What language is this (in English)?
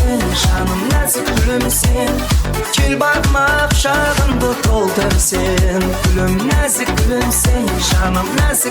Kara-Kalpak